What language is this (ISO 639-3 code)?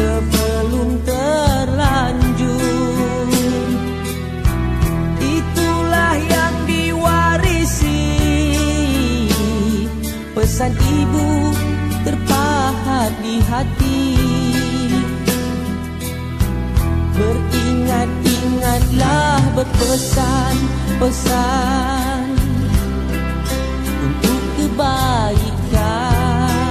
msa